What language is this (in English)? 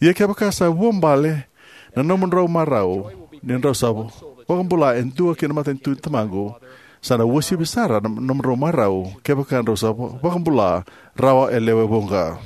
Fijian